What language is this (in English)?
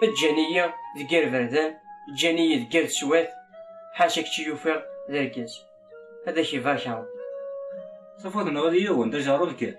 Kabyle